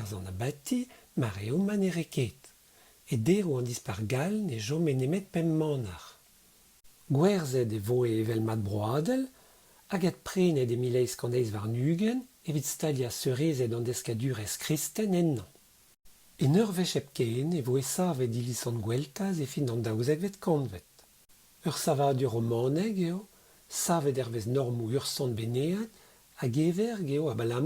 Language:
Breton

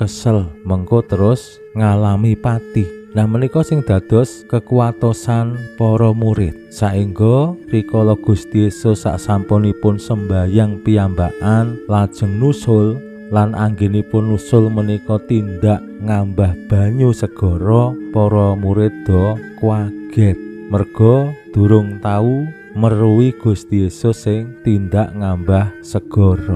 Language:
Javanese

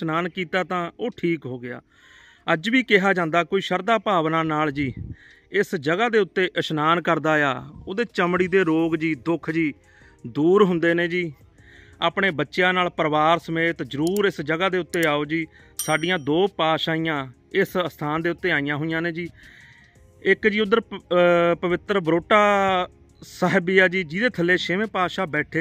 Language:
Punjabi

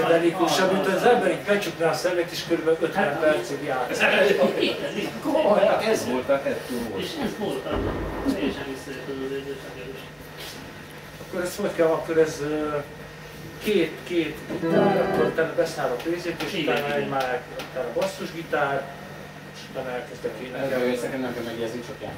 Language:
Hungarian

